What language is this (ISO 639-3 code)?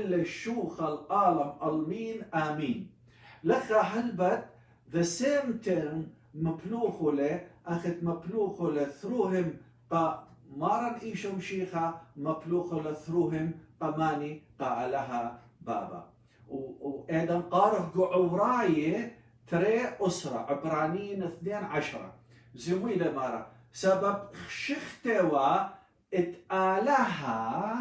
aii